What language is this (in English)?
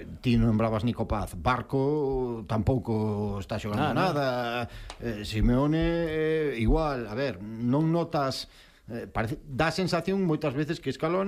Galician